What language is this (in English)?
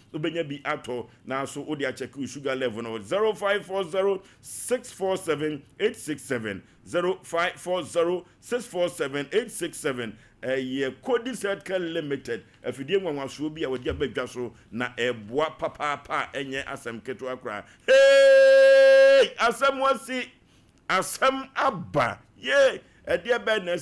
Akan